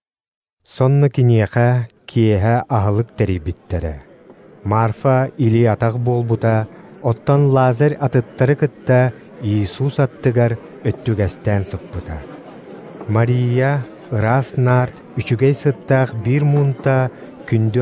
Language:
Yakut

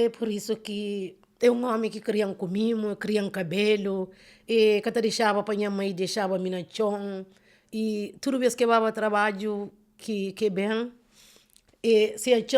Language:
Kabuverdianu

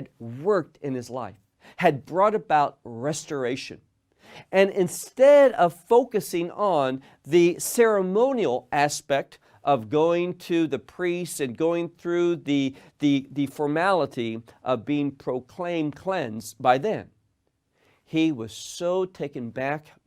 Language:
English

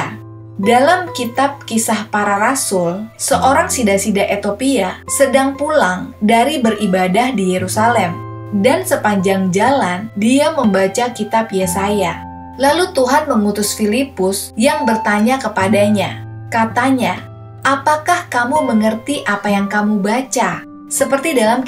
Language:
Indonesian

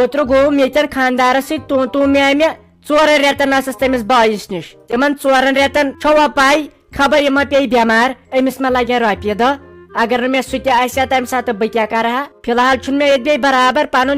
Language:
Kashmiri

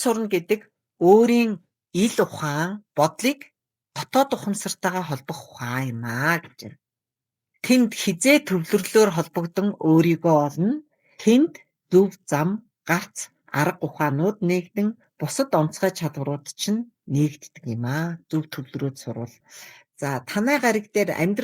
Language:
Mongolian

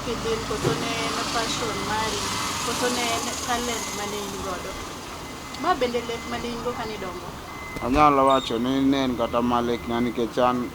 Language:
Luo (Kenya and Tanzania)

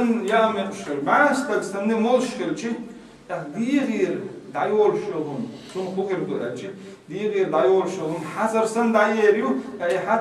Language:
Chechen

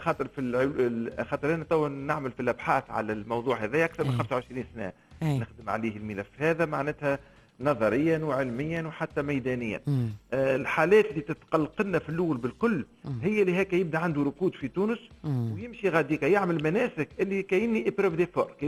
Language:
Tunisian Arabic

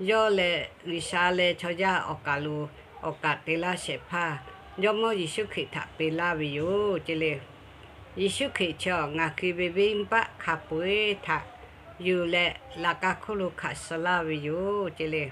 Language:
Lahu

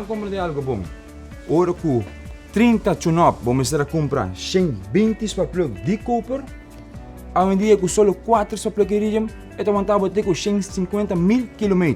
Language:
Papiamento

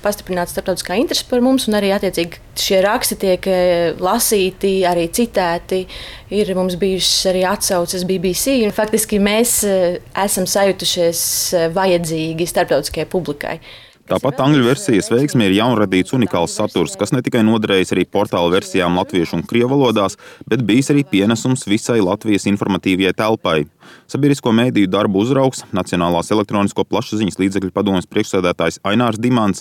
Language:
Latvian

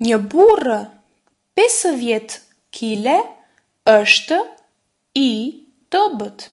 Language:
Albanian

